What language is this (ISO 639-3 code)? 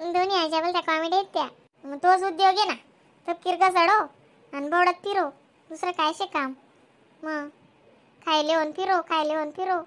khn